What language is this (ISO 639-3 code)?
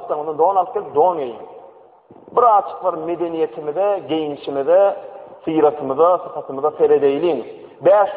tuk